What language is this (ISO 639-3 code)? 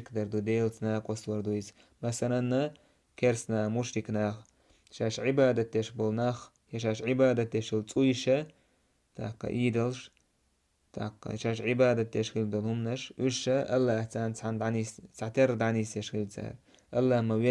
che